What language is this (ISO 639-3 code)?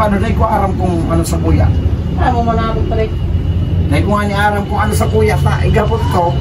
bik